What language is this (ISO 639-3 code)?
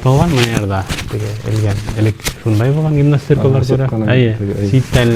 bak